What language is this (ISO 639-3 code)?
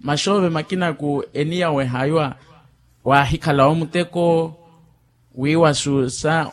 vmw